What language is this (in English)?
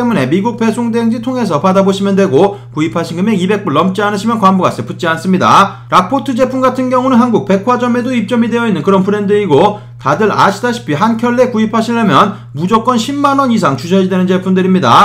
Korean